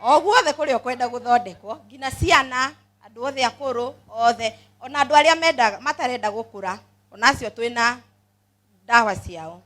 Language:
Kikuyu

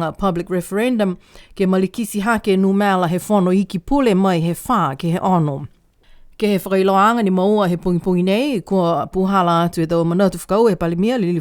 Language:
Niuean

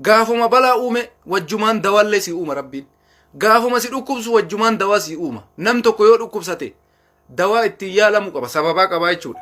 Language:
Oromo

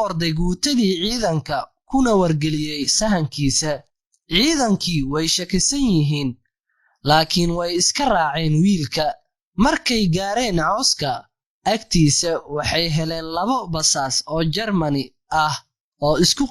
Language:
Somali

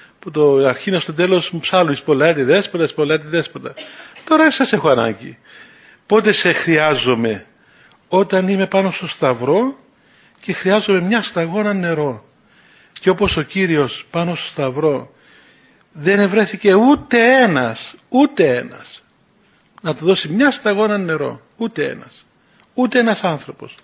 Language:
Greek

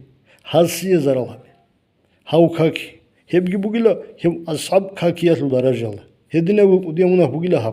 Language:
Avaric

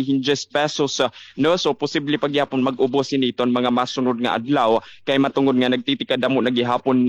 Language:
Waray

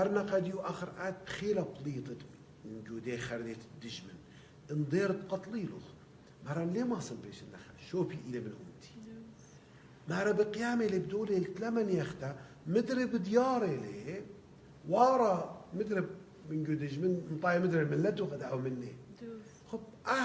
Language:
Assyrian Neo-Aramaic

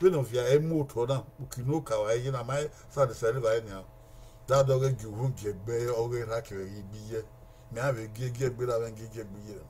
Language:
Bini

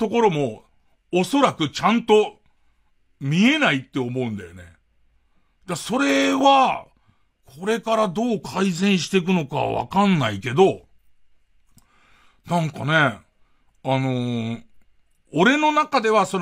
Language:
Japanese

